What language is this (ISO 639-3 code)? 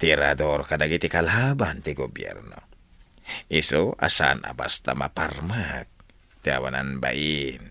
ilo